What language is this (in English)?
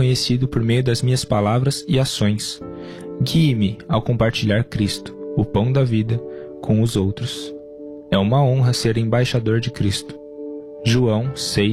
Portuguese